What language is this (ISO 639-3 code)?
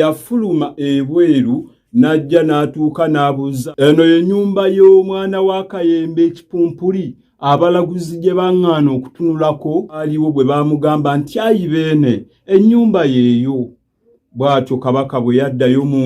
lug